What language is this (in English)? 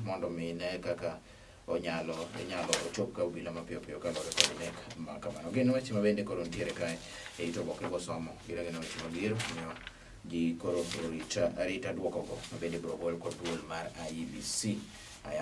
Luo (Kenya and Tanzania)